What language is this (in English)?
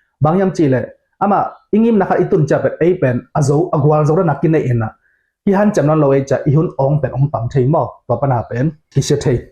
Tedim Chin